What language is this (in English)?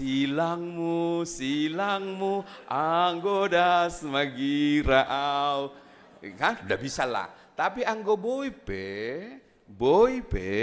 Batak Simalungun